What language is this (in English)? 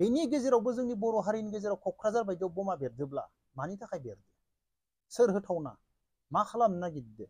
Bodo